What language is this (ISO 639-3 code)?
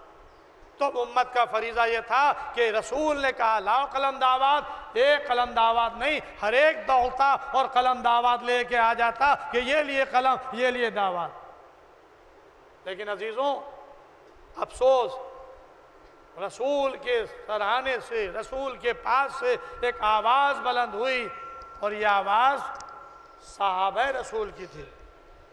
urd